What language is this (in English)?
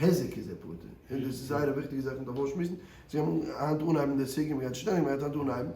Yiddish